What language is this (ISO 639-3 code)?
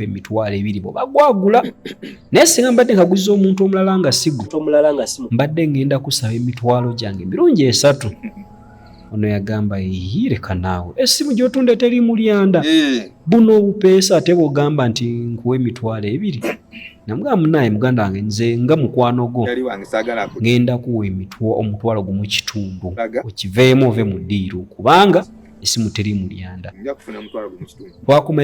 lug